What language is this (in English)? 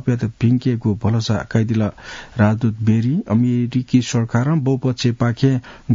Newari